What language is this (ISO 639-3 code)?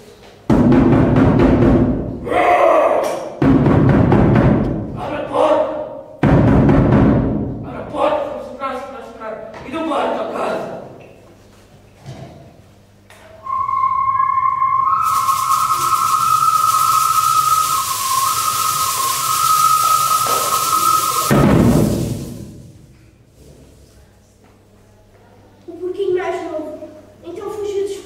por